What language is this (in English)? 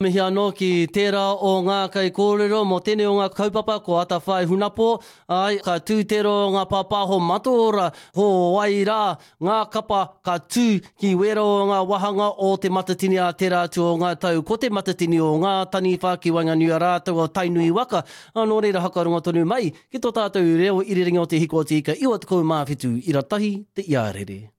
Māori